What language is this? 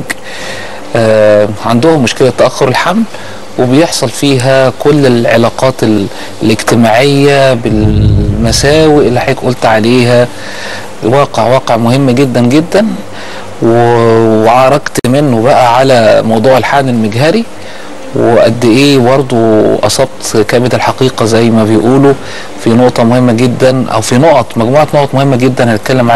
Egyptian Arabic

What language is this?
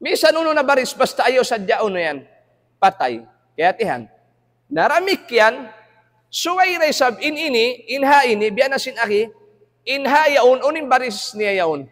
Tausug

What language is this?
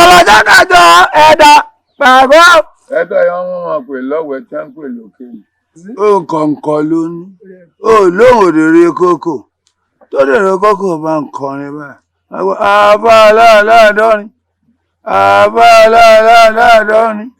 Yoruba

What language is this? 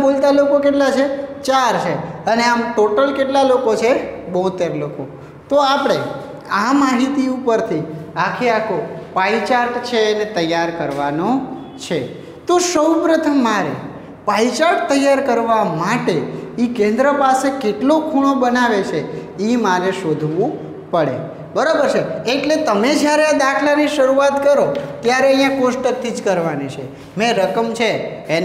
Gujarati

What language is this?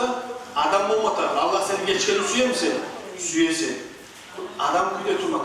Kumyk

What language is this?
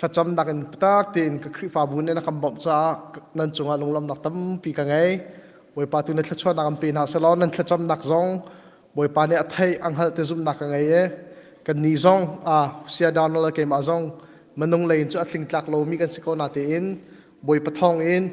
Hakha Chin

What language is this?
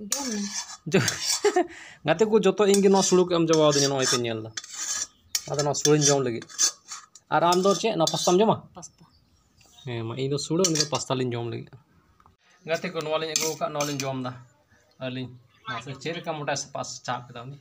Santali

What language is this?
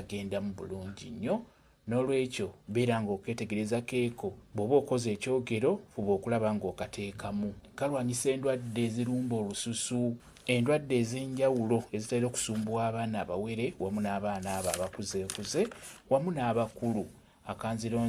Ganda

